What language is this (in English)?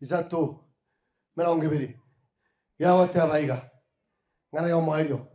Gusii